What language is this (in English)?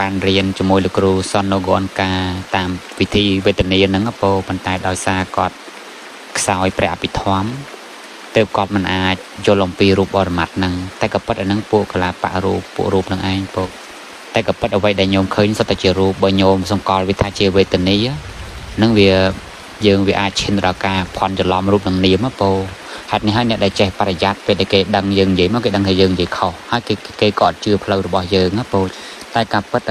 Khmer